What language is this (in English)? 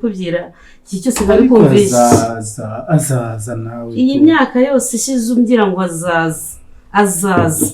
Kinyarwanda